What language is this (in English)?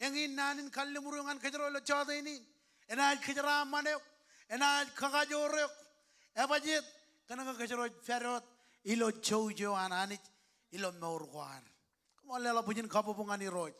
Marshallese